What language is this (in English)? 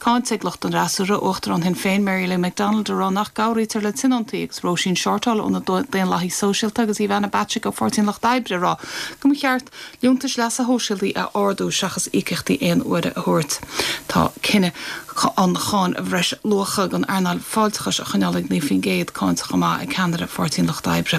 Irish